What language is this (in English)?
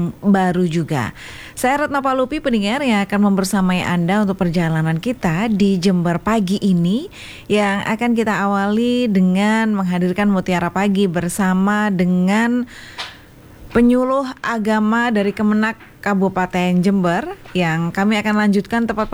Indonesian